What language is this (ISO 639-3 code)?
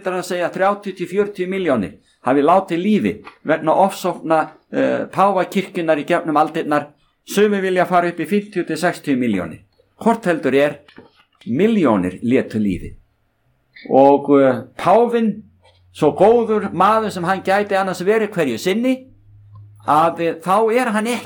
isl